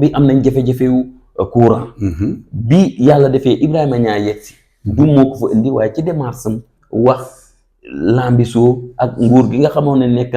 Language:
Wolof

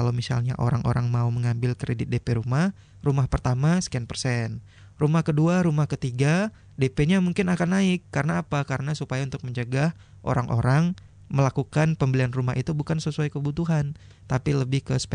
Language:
Indonesian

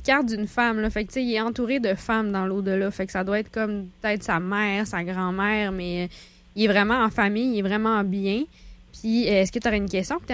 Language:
French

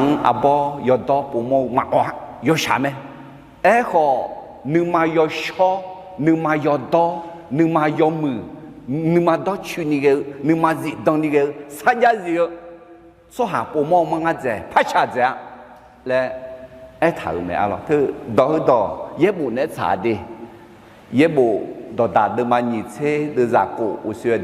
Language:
Akha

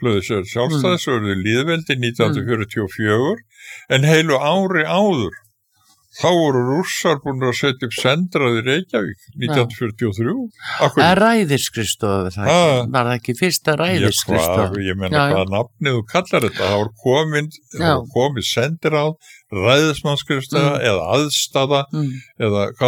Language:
Icelandic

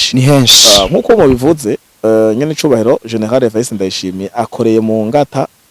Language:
Rundi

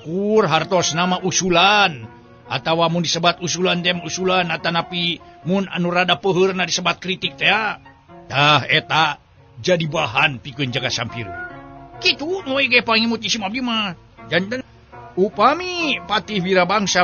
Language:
Sundanese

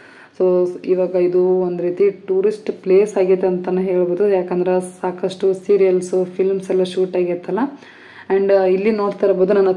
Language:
Kannada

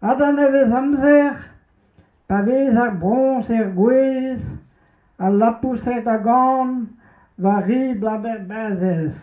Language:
Breton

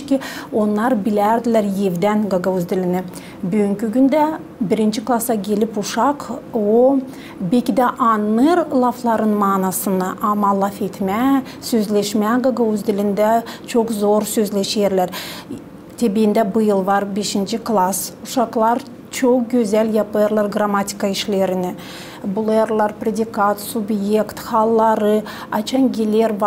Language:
Gagauz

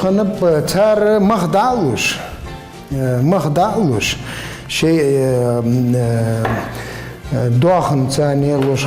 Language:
Ingush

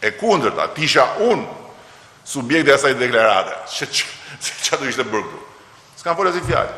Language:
Albanian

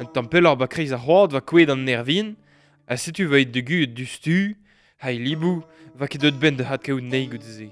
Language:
Breton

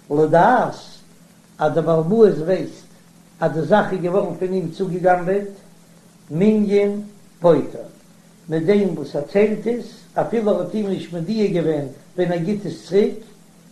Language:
Yiddish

